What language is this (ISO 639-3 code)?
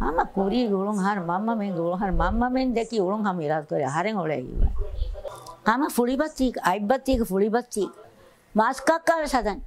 div